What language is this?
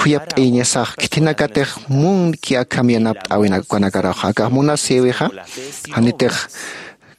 Aymara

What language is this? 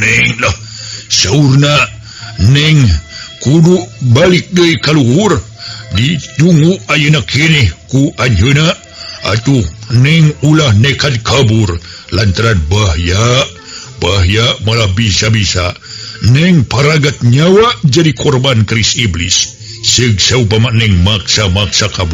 Sundanese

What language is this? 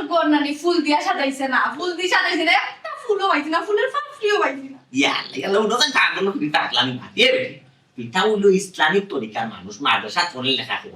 Sylheti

